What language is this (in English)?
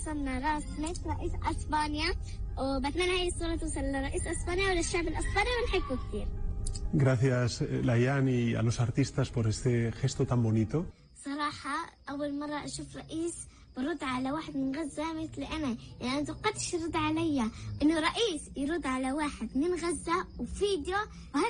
North Levantine Arabic